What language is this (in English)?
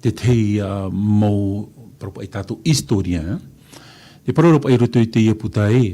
Tahitian